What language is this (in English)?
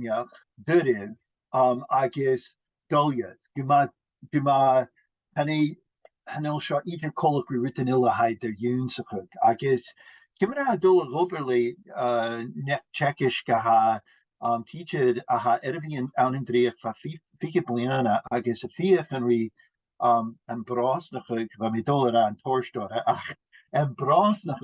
Scottish Gaelic